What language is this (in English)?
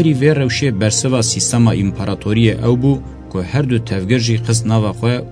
Kurdish